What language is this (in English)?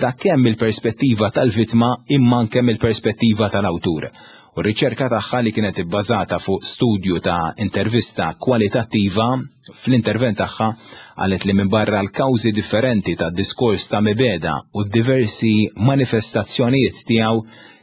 Maltese